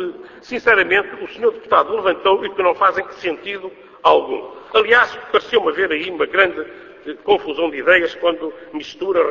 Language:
Portuguese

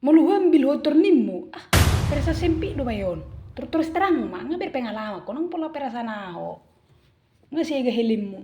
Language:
Batak Toba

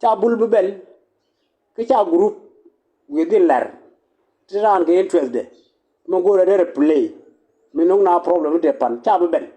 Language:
Nuer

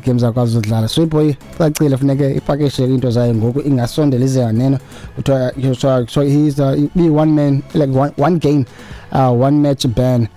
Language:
Xhosa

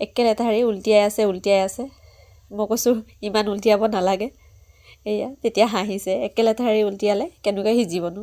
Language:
Assamese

